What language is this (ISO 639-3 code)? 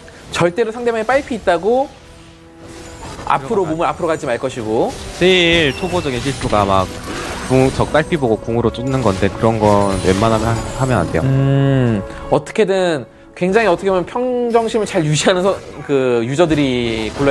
kor